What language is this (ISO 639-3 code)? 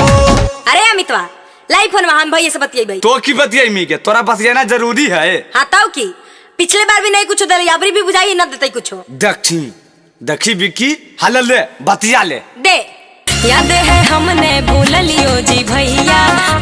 mag